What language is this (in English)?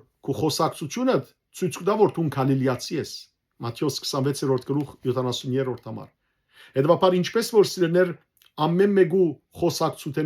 Western Armenian